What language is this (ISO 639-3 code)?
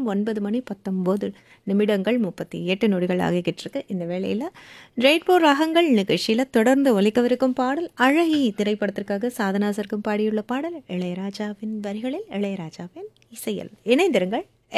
tam